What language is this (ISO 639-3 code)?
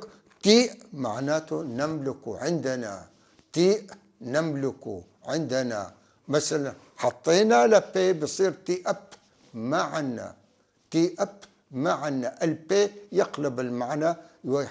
apc